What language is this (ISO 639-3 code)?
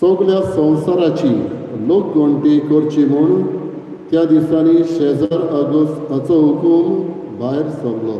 kok